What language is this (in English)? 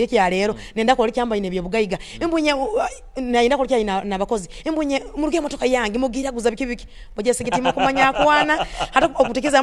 Nyoro